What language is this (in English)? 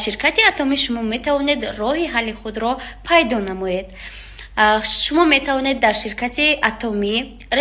Tajik